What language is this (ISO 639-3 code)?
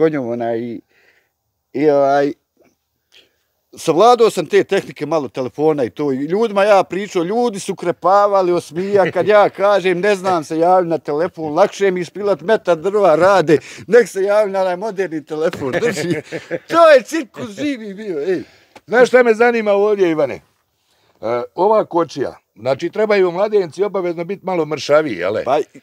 bos